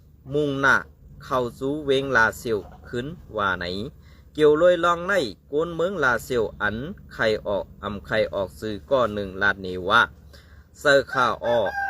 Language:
Shan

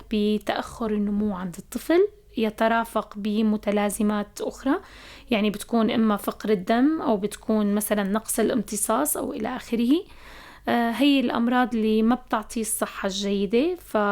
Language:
North Levantine Arabic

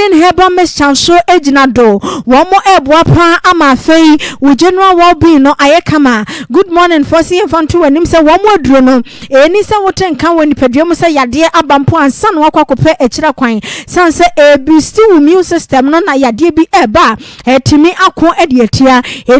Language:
Akan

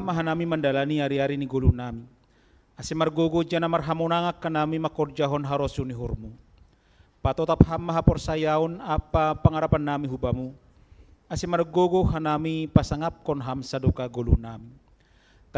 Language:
Batak Simalungun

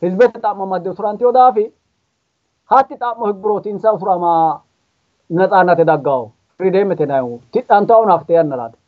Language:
Sidamo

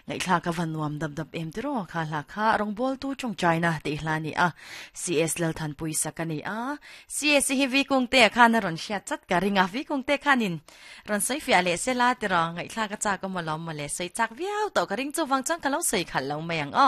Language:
Mizo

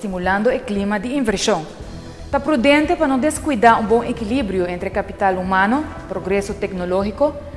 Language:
Papiamento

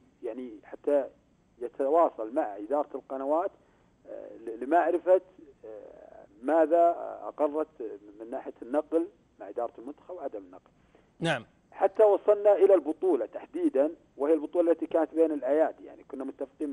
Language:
Arabic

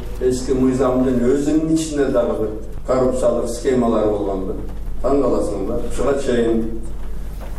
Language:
Kyrgyz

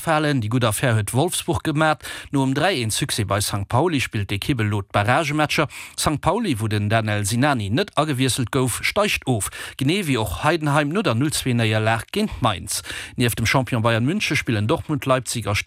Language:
Luxembourgish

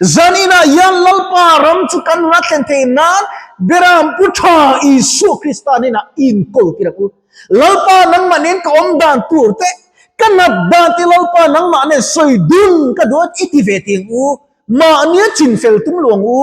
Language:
Mizo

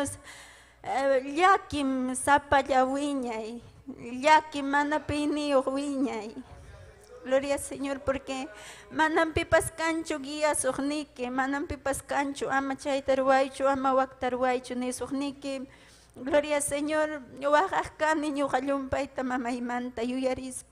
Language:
Ayacucho Quechua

